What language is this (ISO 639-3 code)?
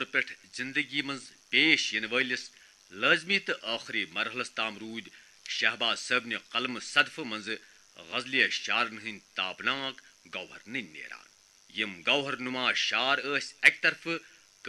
kas